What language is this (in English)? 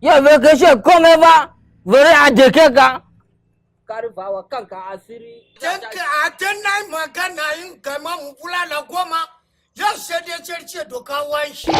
Hausa